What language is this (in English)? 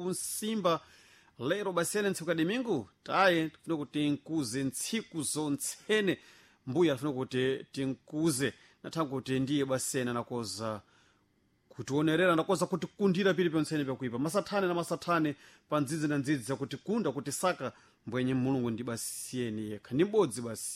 Sena